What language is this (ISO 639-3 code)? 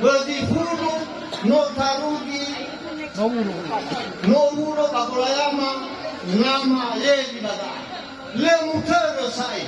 nia